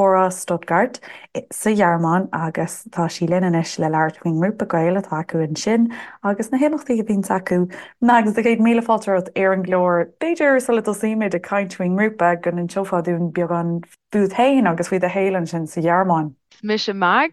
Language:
Irish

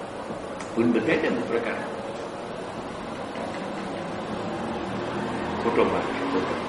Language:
Gujarati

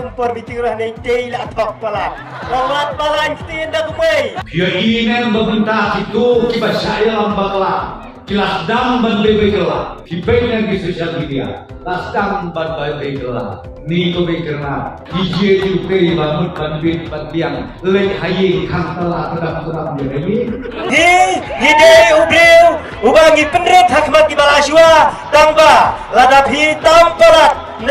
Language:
Khasi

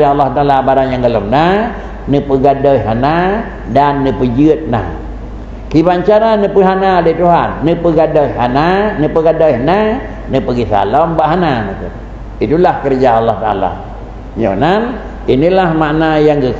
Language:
Achinese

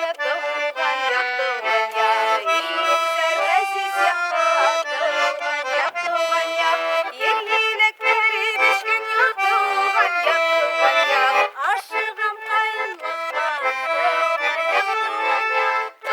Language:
Bashkir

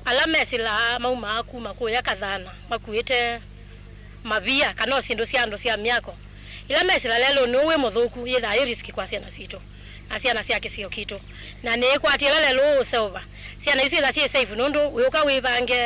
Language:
Kamba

